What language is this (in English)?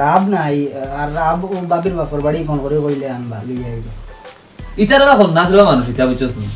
Sylheti